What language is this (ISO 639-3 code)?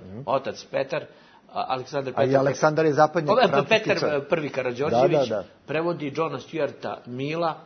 bos